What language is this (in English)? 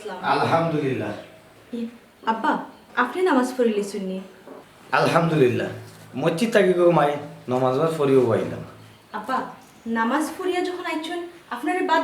Sylheti